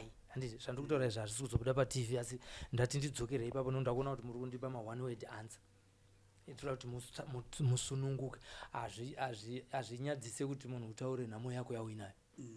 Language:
Shona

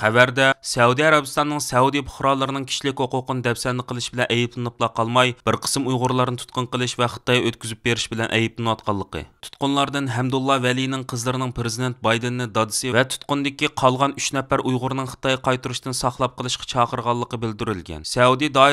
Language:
Uyghur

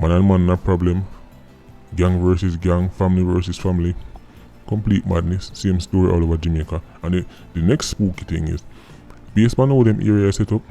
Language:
Jamaican Creole English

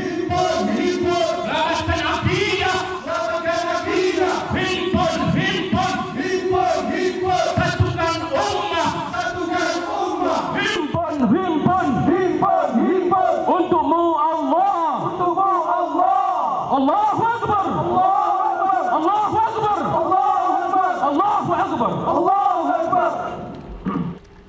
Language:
Malay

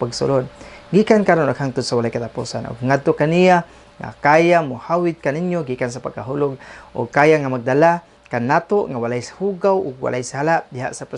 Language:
Cebuano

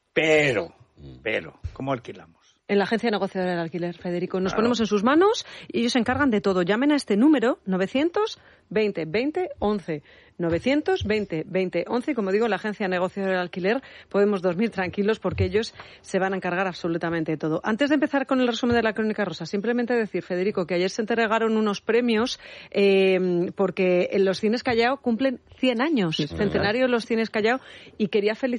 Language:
Spanish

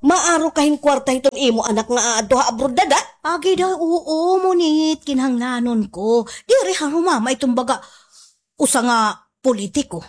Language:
Waray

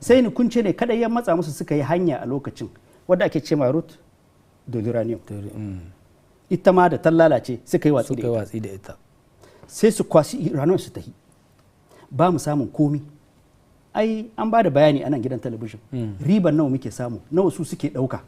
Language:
Hausa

